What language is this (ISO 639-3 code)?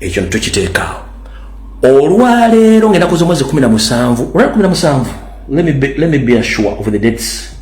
lug